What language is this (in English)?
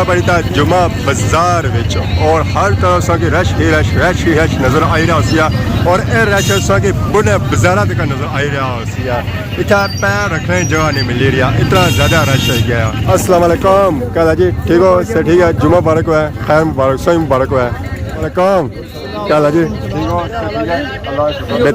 Pahari-Potwari